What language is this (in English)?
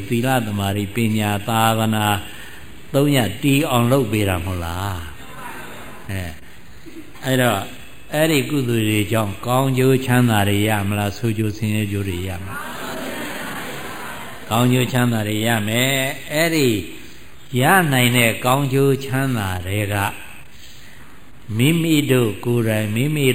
Burmese